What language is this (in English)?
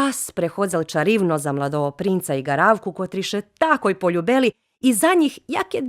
Rusyn